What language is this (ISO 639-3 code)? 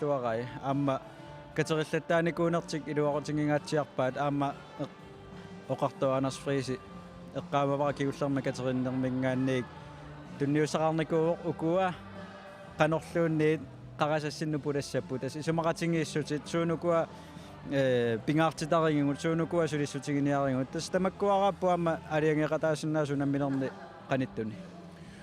kal